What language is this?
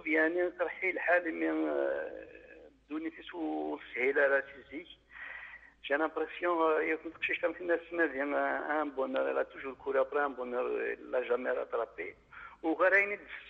Kabyle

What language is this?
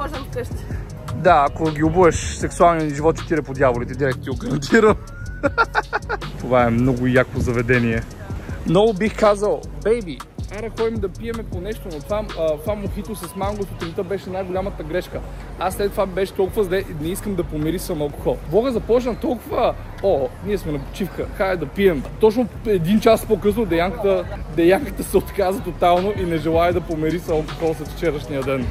Bulgarian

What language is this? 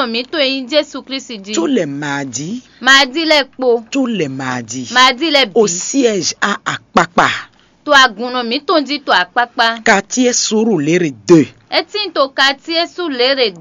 Fon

